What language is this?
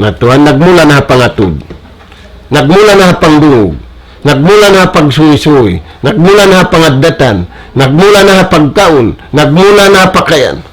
Tausug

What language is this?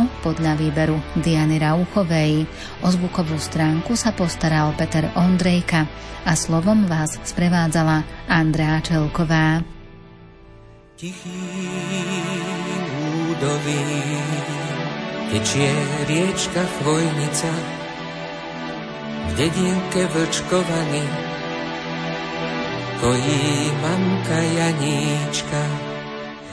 Slovak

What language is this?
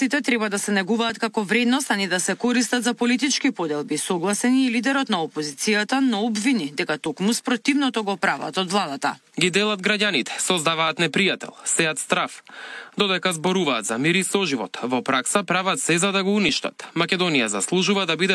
Macedonian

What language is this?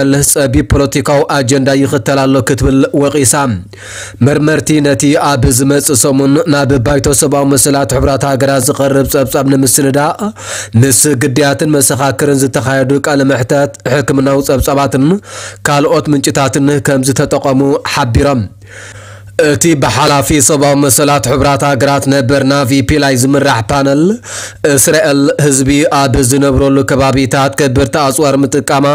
Tigrinya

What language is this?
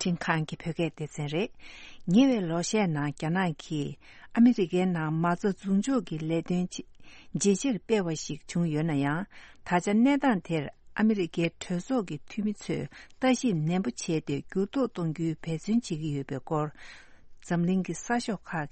Tibetan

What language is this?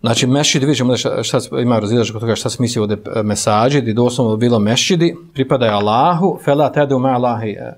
Bosnian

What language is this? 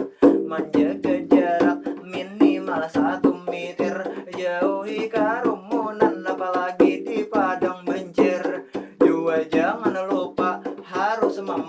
Banjar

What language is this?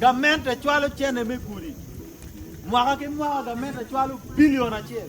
Acoli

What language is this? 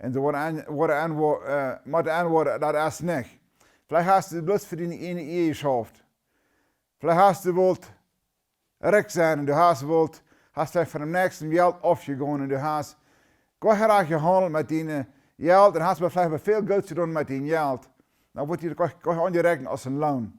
Plautdietsch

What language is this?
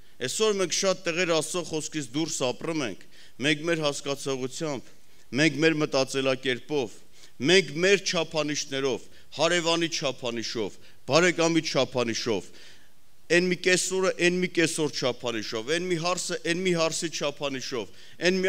Armenian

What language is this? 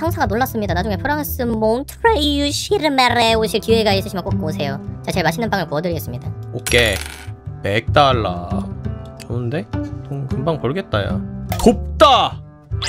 Korean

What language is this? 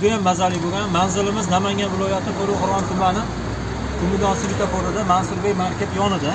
Uzbek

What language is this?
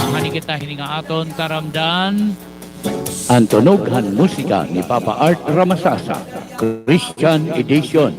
Waray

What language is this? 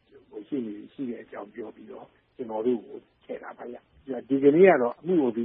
Burmese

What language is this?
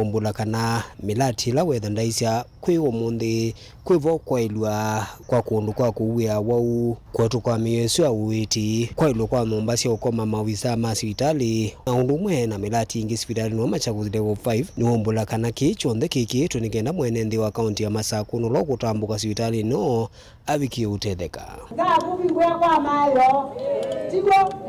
Kamba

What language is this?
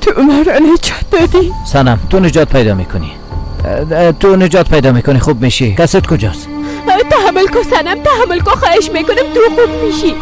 Persian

